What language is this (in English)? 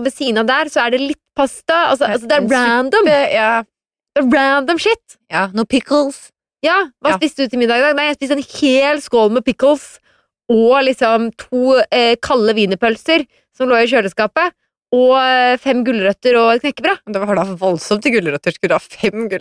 Norwegian